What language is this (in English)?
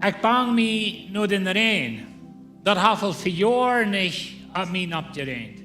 Plautdietsch